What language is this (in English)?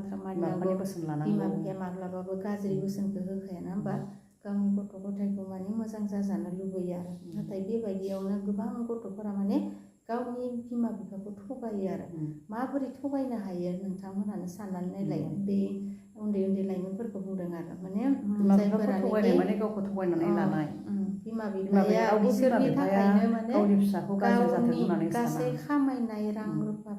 Bodo